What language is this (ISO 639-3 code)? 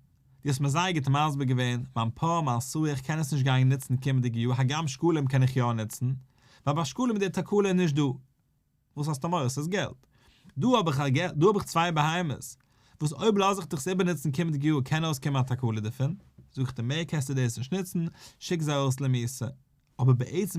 yid